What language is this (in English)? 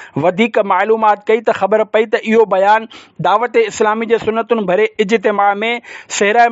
Sindhi